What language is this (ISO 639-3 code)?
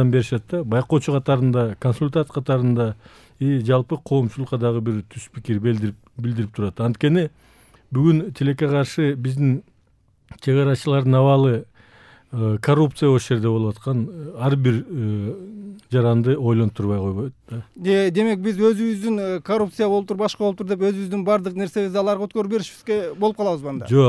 kir